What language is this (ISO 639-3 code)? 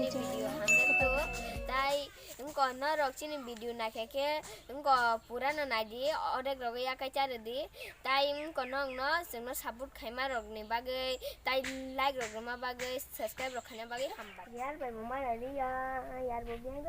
trp